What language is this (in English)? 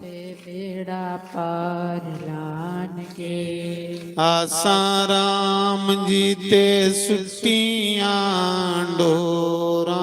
Dogri